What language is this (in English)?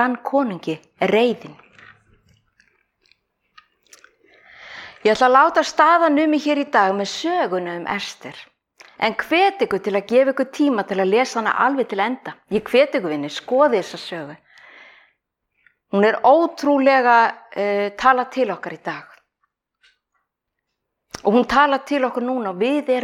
Icelandic